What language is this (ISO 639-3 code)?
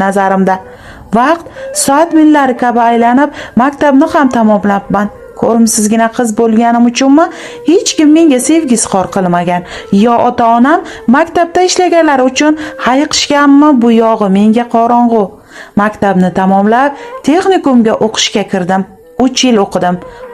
uzb